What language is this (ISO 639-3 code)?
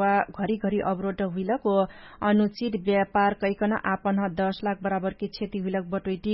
thl